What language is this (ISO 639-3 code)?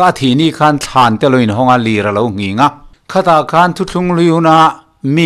lus